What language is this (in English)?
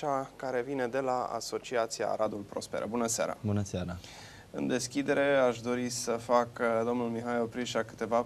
Romanian